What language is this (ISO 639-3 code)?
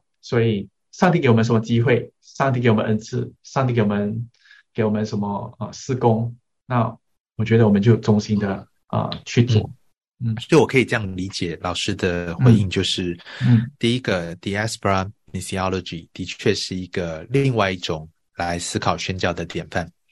zho